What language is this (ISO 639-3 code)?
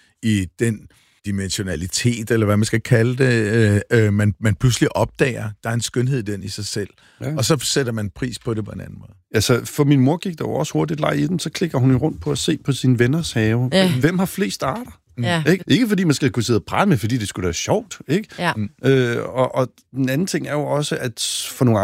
dan